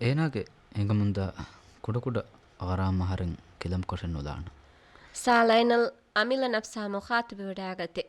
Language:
Divehi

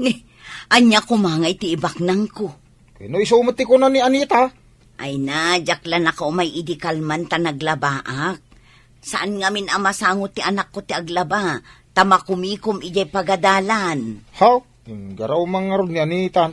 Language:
Iloko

